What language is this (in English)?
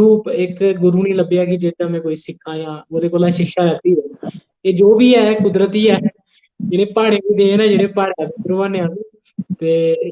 Dogri